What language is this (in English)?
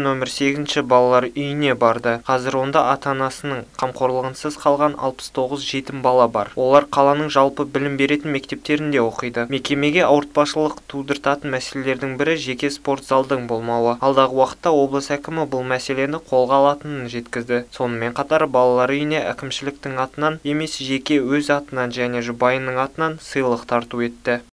Kazakh